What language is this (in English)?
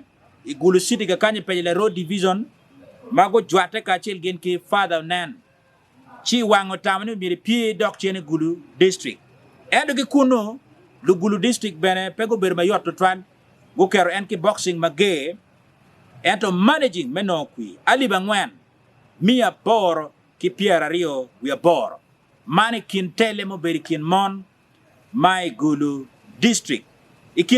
Acoli